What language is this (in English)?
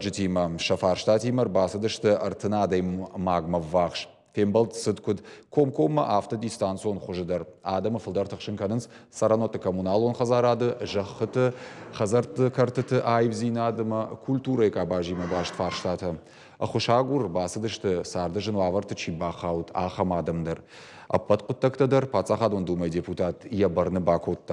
Ossetic